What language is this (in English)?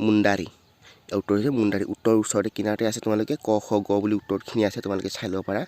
Assamese